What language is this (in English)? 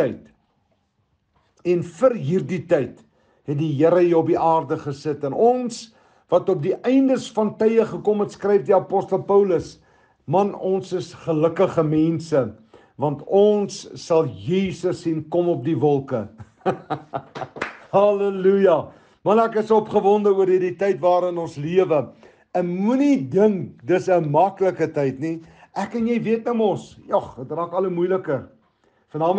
Afrikaans